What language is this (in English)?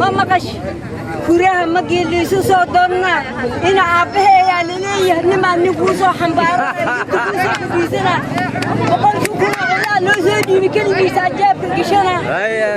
Somali